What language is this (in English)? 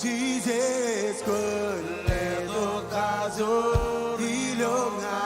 Marshallese